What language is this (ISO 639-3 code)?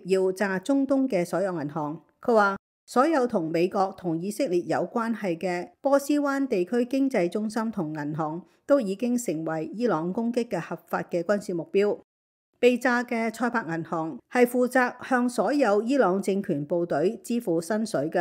yue